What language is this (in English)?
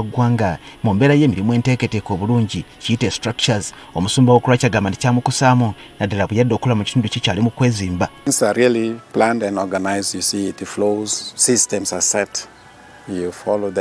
Ganda